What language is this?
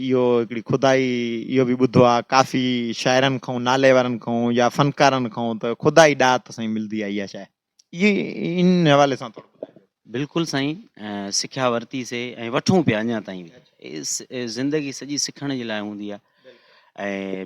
Sindhi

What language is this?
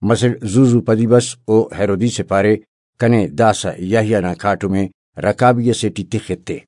Brahui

